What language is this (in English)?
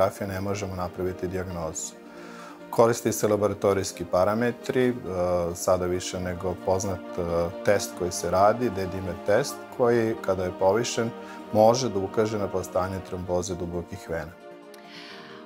Serbian